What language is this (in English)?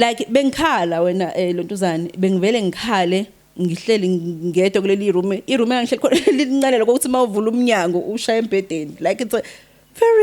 Zulu